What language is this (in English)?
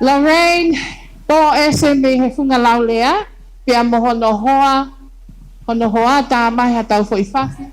Tongan